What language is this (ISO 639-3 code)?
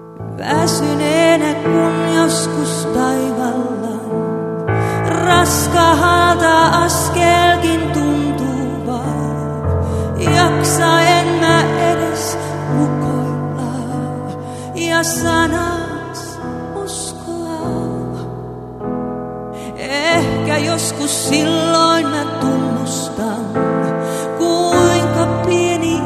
fin